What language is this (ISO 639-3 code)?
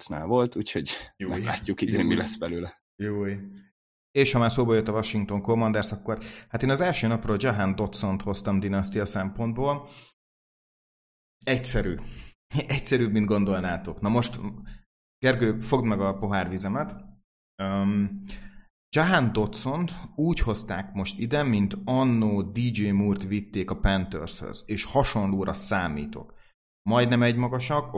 hun